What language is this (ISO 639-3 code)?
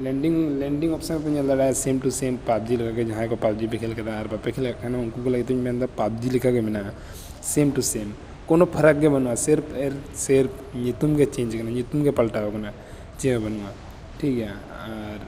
sat